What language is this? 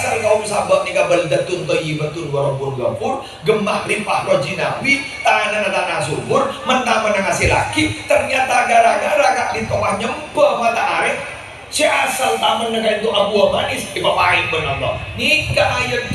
Madurese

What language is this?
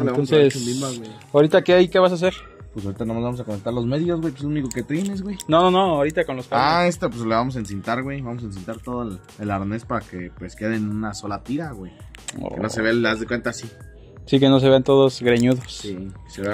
Spanish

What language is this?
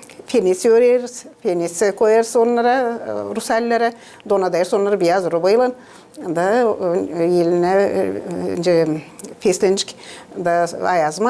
Gagauz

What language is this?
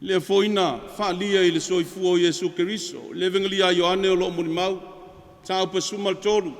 Samoan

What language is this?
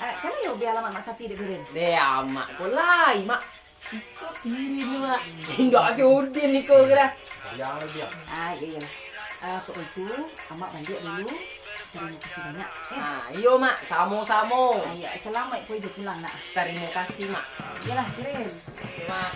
Minangkabau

